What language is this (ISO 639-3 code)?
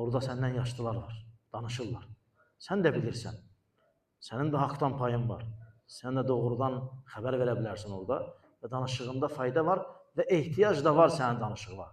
aze